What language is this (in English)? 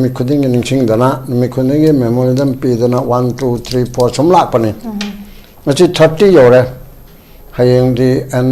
Manipuri